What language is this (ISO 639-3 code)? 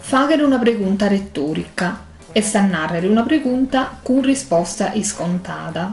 srd